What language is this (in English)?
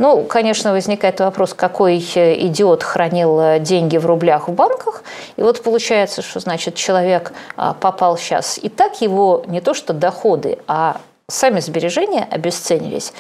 Russian